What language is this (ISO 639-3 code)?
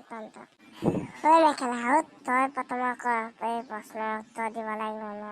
asm